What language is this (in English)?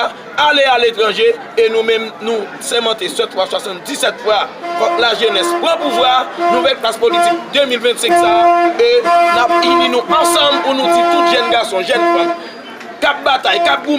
Haitian Creole